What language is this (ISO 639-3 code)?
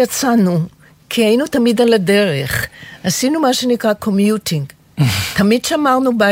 heb